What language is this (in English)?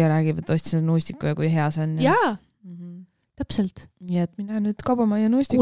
Estonian